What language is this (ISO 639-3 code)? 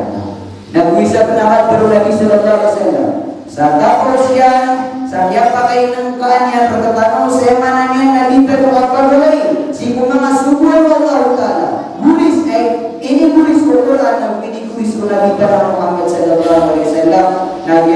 mrw